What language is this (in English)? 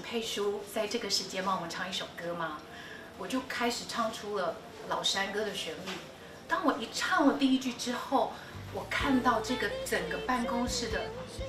Hakka Chinese